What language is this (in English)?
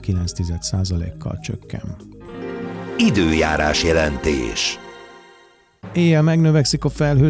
Hungarian